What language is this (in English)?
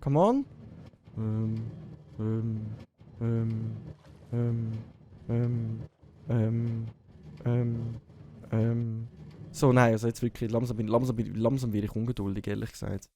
Swiss German